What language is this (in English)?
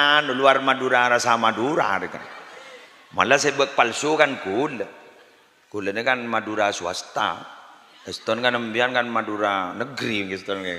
Madurese